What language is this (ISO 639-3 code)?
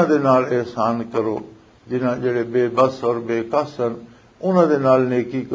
lah